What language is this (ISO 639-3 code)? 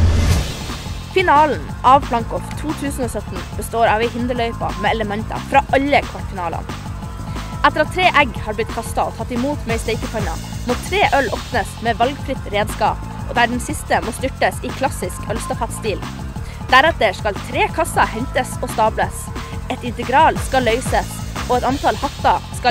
nor